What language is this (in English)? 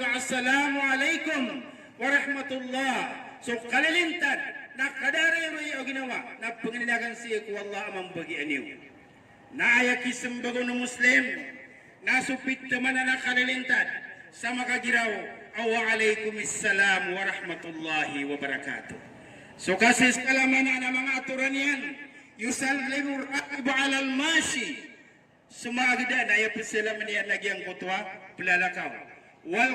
Maranao